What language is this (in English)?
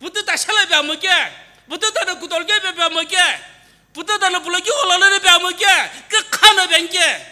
Sumi Naga